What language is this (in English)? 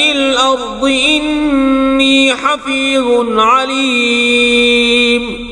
Kashmiri